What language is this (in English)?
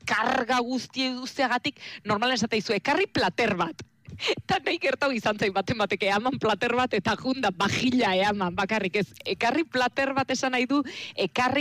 Basque